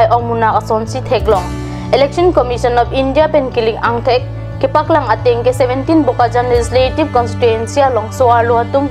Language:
Karbi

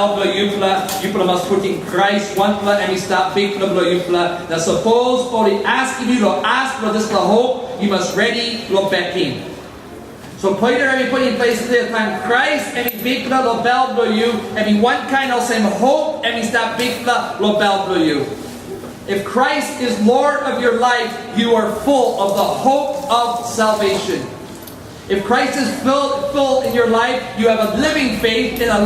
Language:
Tok Pisin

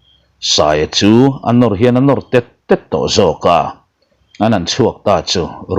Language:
Mizo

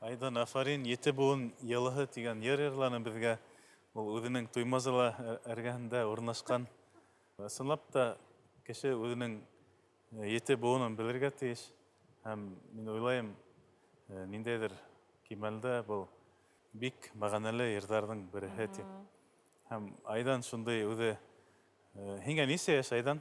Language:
Bashkir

